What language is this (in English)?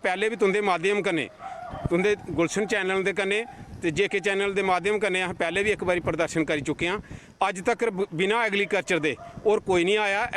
Dogri